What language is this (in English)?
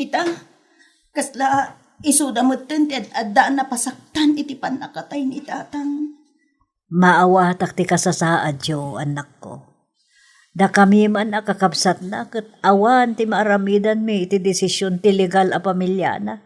Iloko